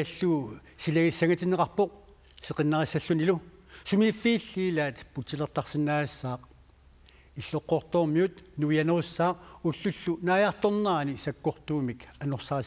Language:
Kalaallisut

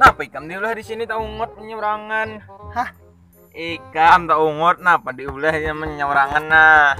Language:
Banjar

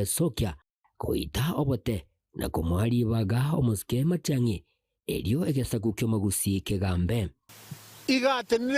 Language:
Gusii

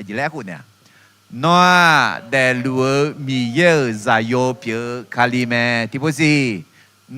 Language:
Akha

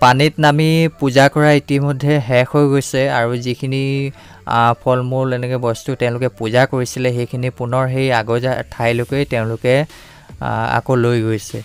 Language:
Assamese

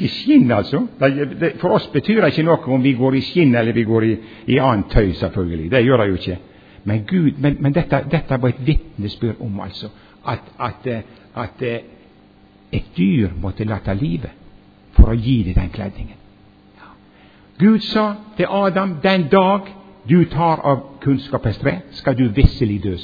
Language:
Norwegian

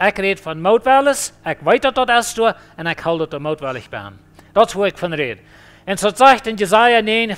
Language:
Plautdietsch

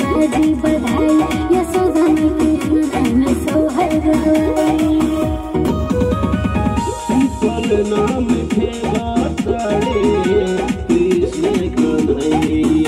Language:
Bhojpuri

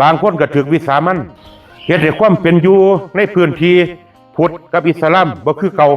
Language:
Northeastern Thai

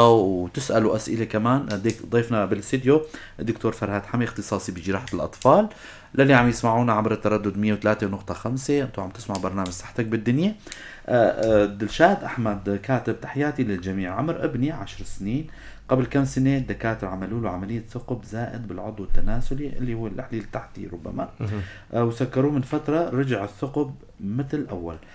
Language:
North Levantine Arabic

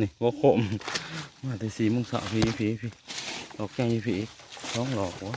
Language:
Lao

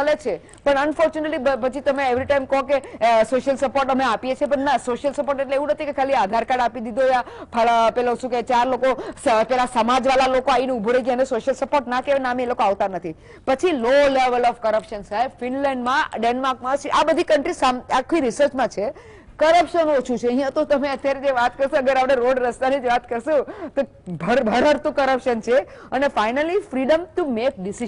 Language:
Gujarati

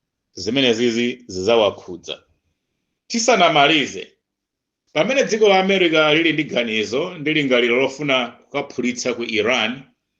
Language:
Nyanja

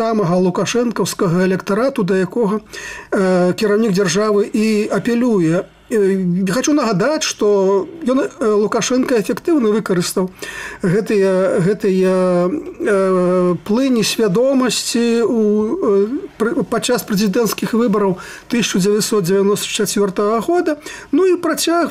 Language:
Belarusian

